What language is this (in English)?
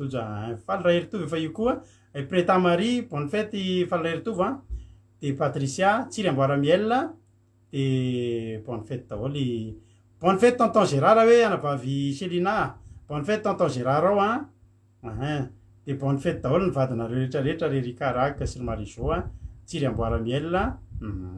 Malagasy